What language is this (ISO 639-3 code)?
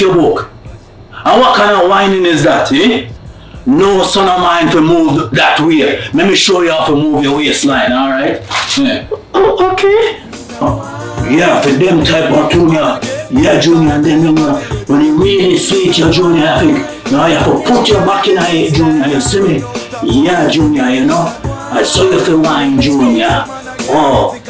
jam